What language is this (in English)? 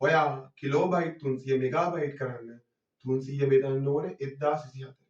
Sinhala